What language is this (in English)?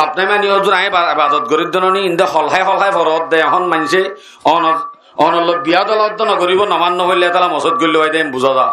Rohingya